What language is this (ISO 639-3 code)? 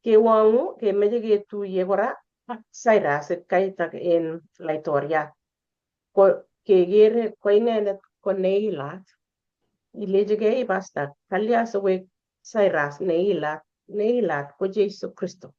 kln